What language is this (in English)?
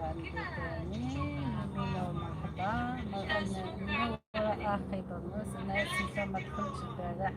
Algerian Arabic